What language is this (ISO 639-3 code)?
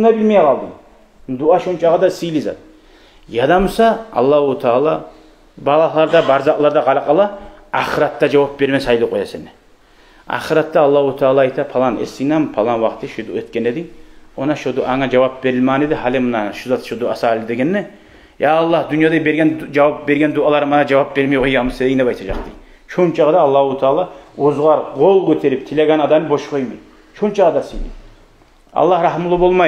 kum